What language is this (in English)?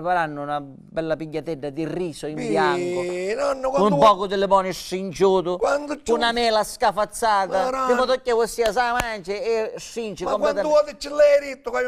Sicilian